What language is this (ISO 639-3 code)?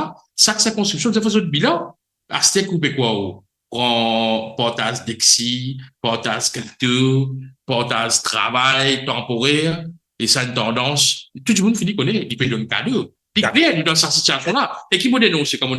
mfe